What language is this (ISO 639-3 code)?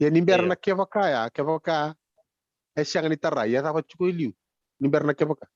fij